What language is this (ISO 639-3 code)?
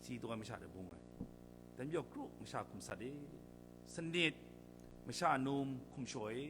kac